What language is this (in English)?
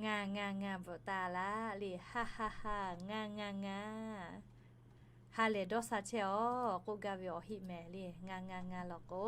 Lahu